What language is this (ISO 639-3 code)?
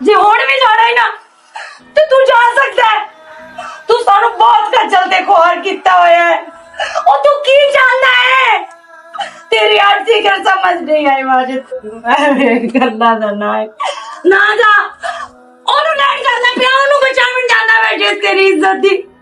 lah